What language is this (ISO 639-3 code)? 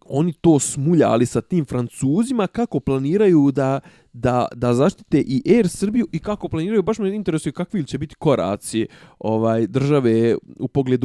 bos